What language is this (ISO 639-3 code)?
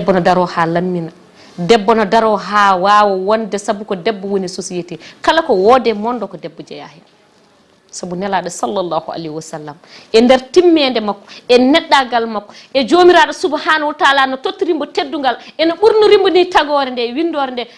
ful